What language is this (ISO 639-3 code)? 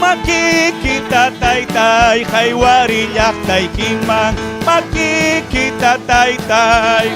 quy